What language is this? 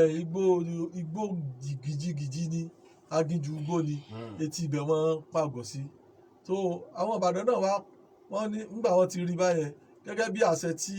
Yoruba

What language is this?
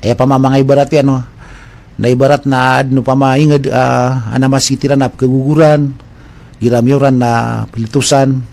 Maranao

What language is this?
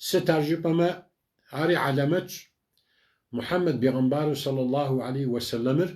Kabardian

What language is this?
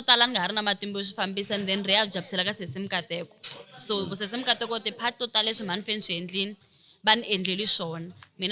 Tsonga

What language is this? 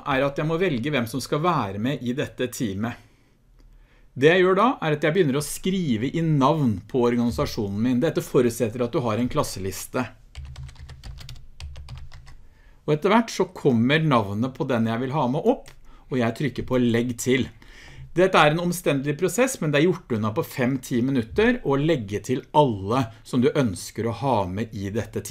Norwegian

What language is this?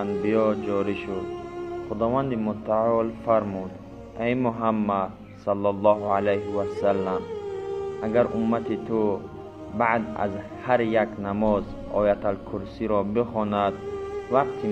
Tajik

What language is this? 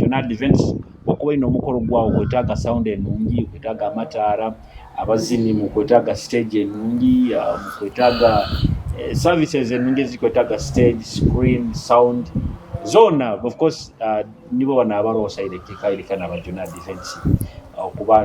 Nyoro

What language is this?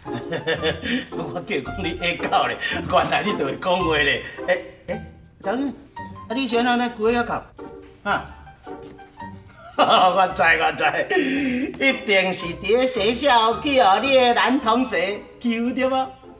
Min Nan Chinese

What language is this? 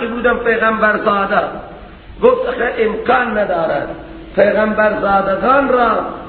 Persian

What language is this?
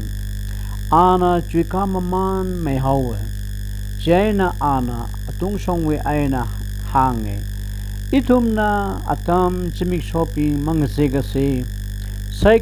Tangkhul Naga (India)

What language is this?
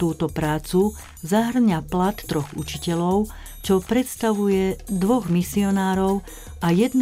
Slovak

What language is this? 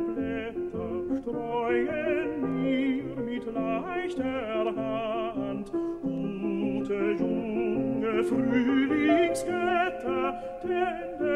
German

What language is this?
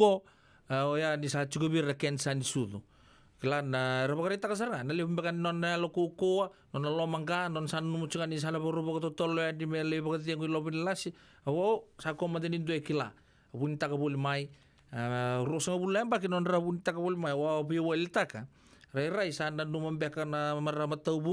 Fijian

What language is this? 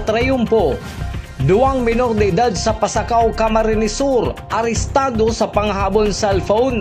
Bikol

